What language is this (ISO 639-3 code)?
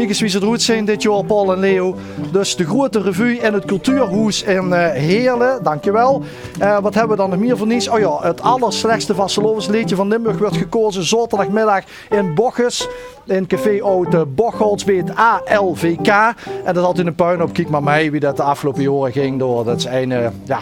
lim